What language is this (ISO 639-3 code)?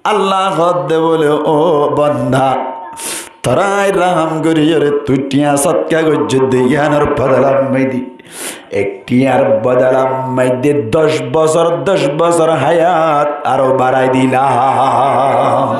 rhg